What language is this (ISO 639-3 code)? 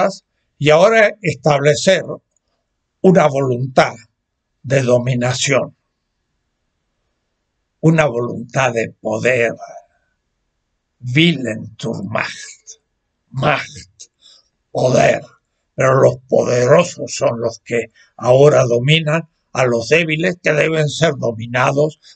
spa